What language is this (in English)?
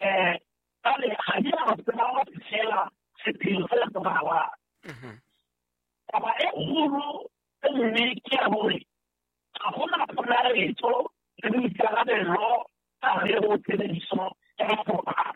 Southern Sotho